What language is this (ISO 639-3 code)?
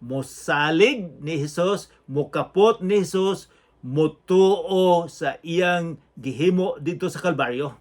ceb